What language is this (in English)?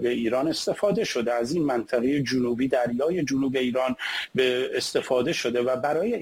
Persian